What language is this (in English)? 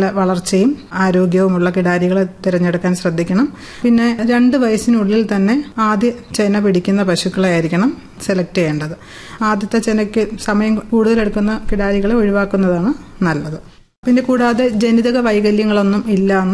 Malayalam